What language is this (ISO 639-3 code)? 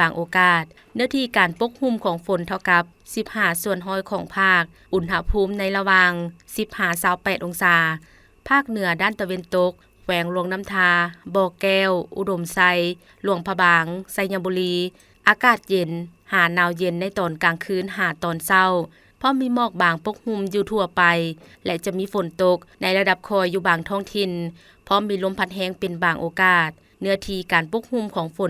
lao